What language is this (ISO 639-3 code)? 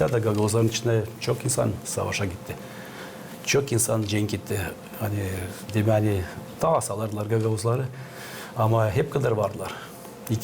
gag